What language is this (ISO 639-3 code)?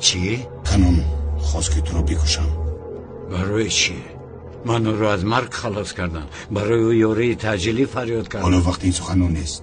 tgk